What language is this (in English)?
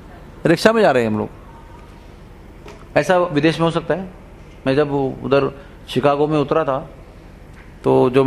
Hindi